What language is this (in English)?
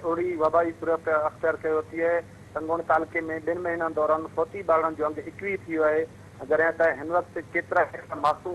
Sindhi